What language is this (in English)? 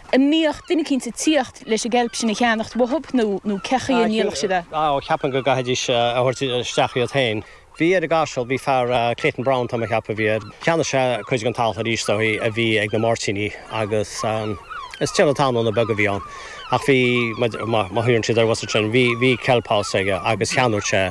Irish